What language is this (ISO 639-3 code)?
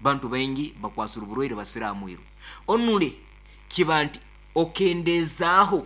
nyn